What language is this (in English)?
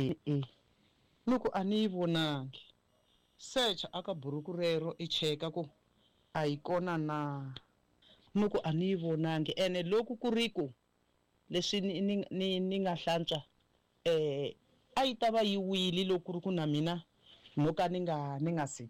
Tsonga